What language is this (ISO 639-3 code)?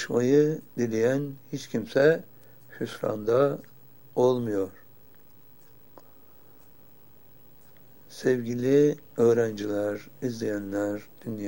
tur